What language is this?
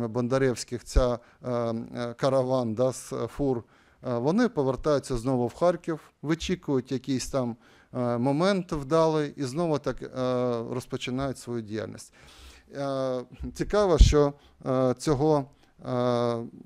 Ukrainian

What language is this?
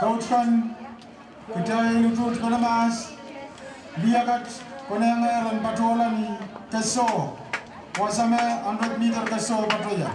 Pohnpeian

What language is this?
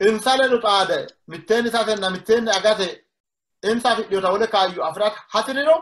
Sidamo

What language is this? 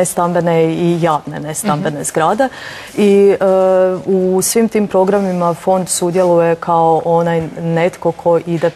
Croatian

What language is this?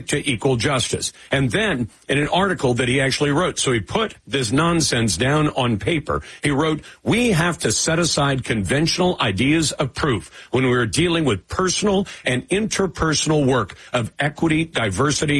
English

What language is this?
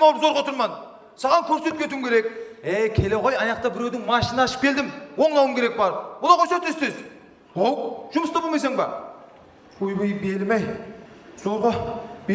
Kara-Kalpak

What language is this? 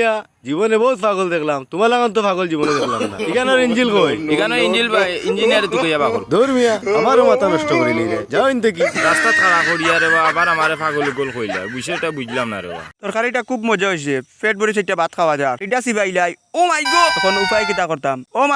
Sylheti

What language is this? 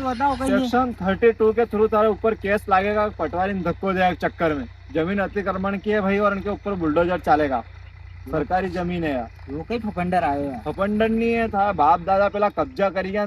Rajasthani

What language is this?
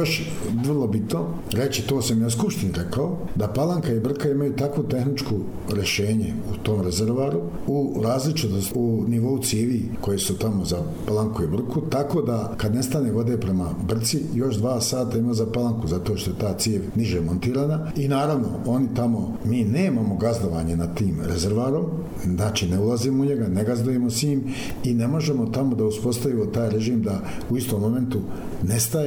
Bosnian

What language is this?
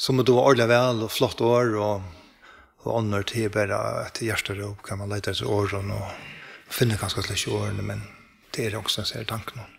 Faroese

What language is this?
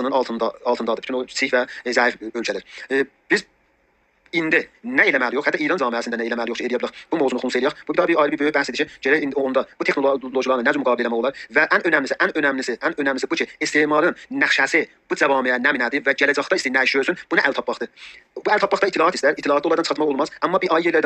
South Azerbaijani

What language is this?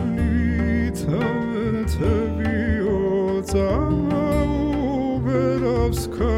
Georgian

